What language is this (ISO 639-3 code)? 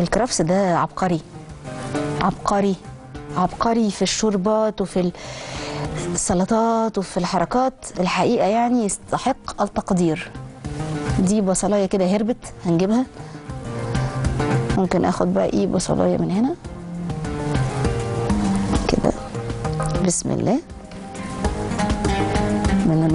arz